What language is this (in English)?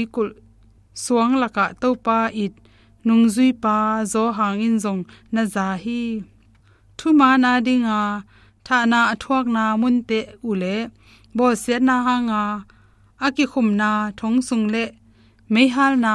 Tedim Chin